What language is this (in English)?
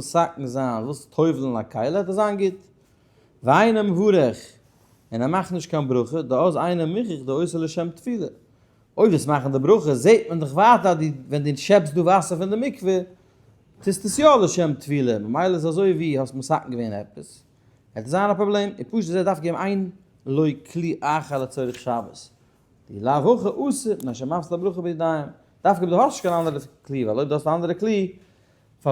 Yiddish